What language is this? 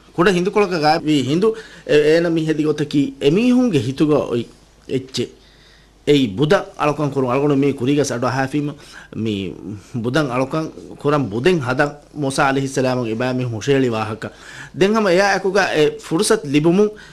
Divehi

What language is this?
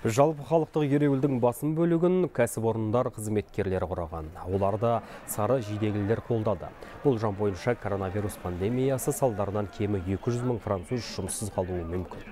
Kazakh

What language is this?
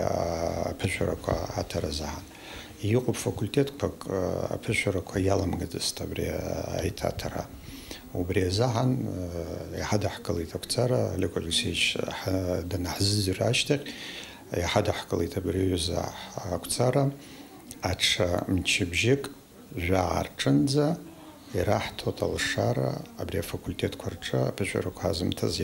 Abkhazian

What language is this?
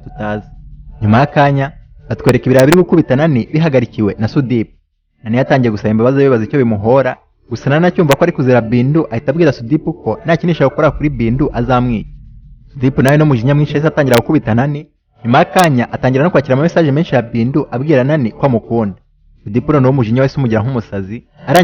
Kinyarwanda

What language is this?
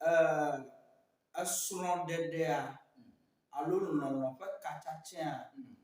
Ewe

